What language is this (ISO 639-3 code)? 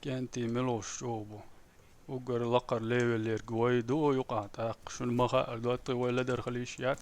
che